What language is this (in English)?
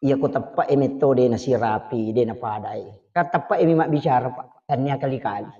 Buginese